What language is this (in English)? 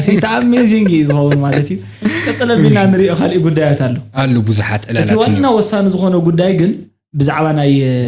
Tigrinya